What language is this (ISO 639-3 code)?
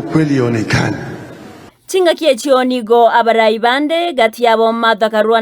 guz